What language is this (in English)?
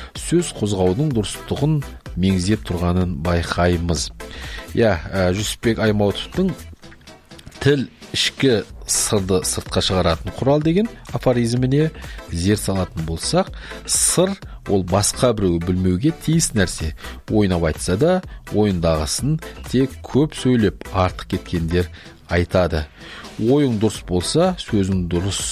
Kazakh